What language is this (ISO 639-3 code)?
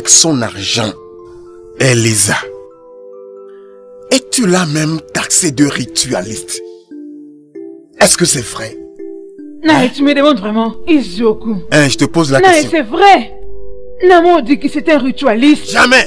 fra